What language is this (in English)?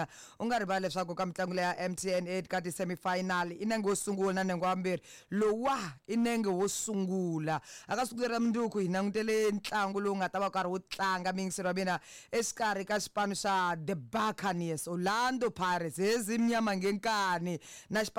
Tsonga